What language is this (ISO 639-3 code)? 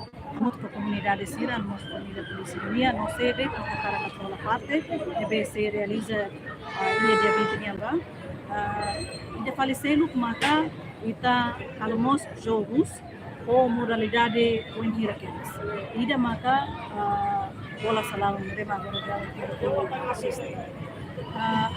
tet